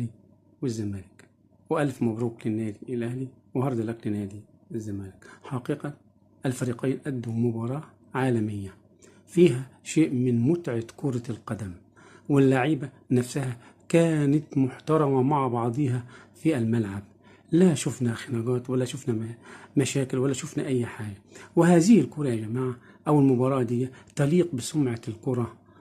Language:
Egyptian Arabic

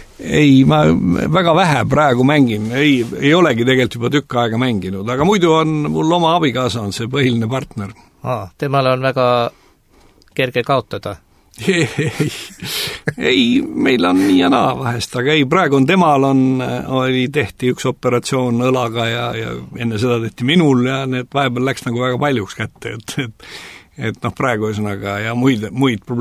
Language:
Estonian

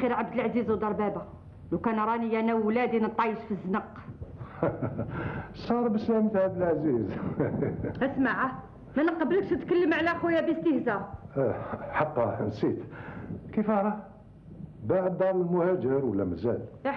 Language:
Algerian Arabic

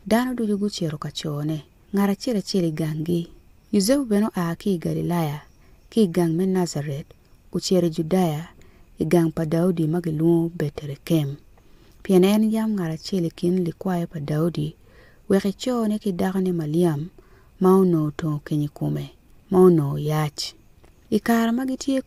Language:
Acoli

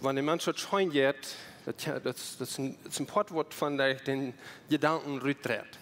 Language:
Plautdietsch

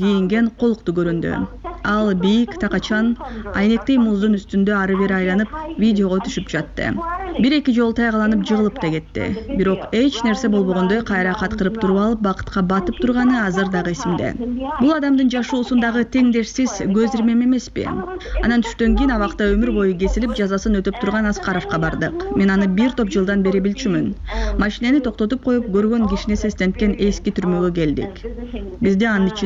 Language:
Kyrgyz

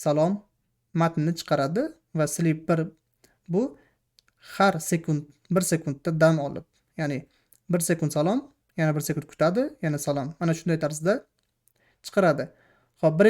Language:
Uzbek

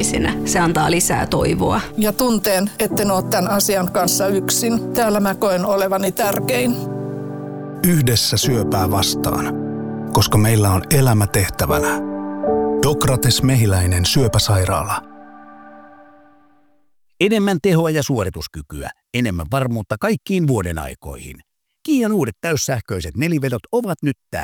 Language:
Finnish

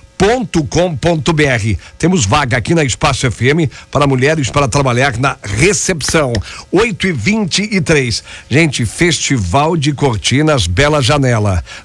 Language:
Portuguese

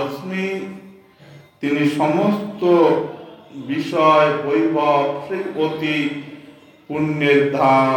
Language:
Bangla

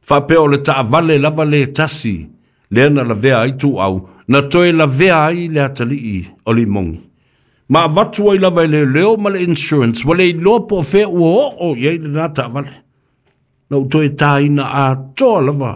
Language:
Samoan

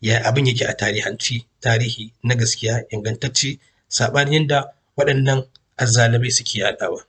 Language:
Hausa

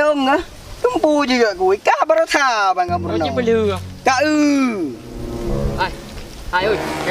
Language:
Achinese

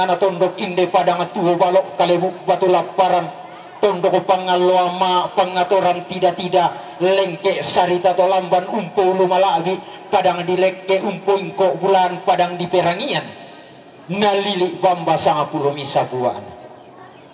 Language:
Toraja-Sa'dan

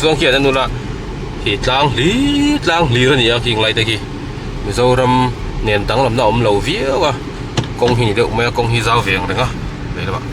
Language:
Mizo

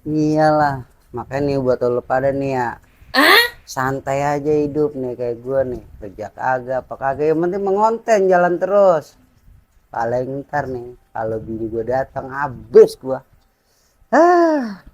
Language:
Betawi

